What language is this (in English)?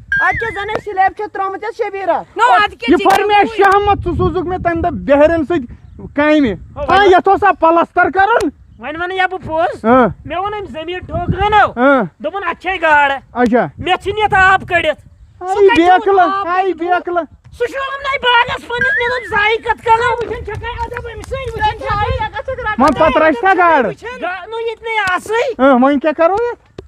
Kashmiri